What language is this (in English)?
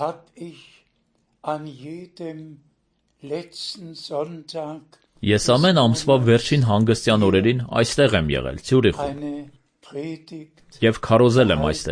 Armenian